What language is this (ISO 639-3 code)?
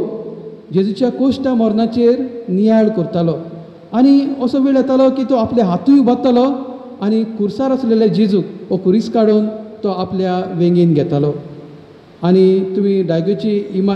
kok